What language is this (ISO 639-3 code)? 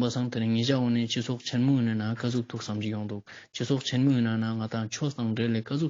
lbj